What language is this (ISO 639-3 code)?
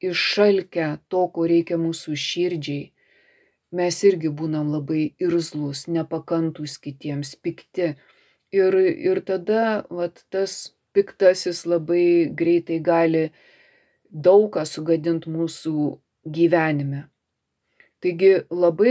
lit